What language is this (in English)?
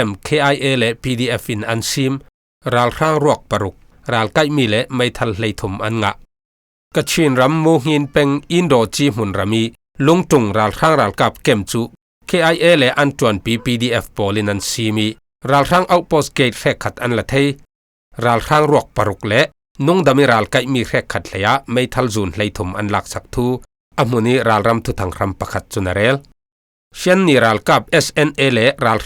Falam Chin